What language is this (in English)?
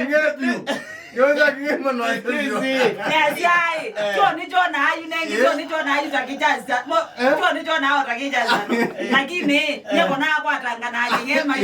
Kamba